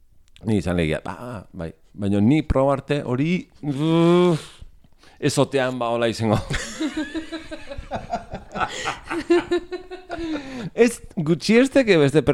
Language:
Basque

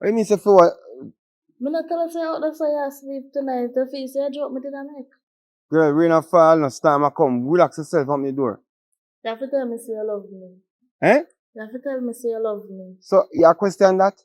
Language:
Jamaican Creole English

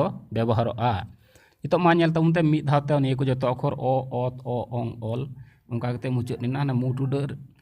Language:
Santali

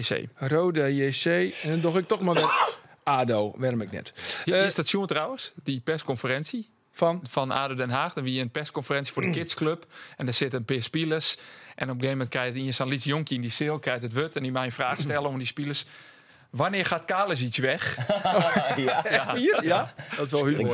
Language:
Western Frisian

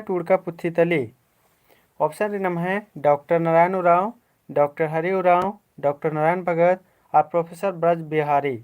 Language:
Kurukh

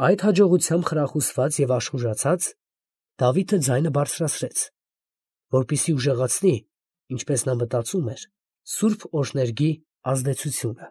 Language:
Armenian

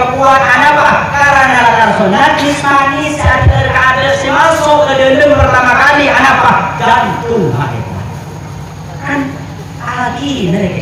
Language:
Madurese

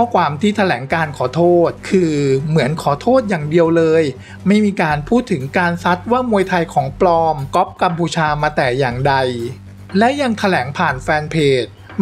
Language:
Thai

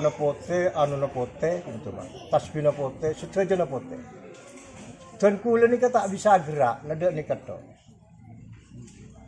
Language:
Madurese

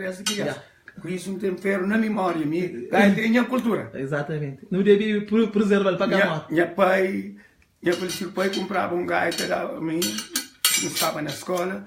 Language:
Kabuverdianu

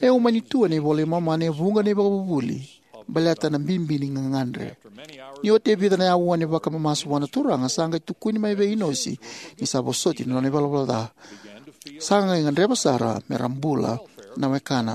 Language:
Fijian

